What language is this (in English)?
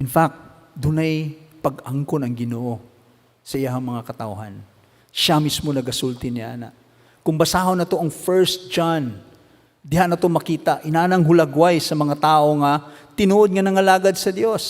Cebuano